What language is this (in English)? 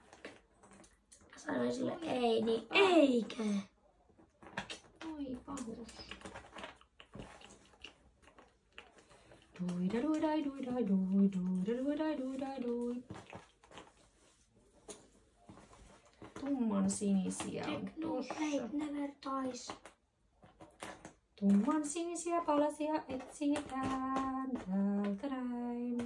Finnish